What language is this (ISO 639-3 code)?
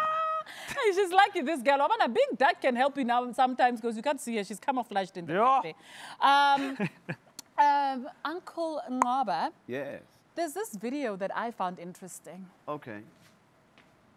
eng